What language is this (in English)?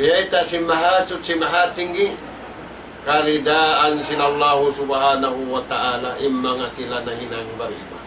Tausug